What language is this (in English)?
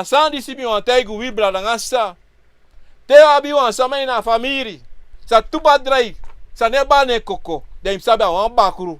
Sranan Tongo